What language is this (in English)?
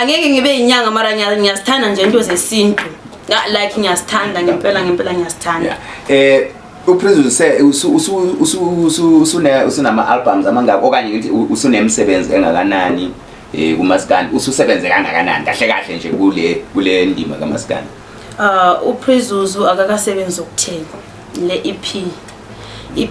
Zulu